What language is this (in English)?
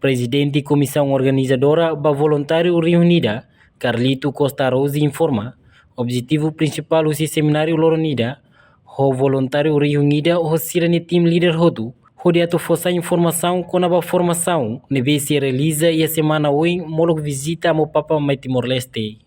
Tetum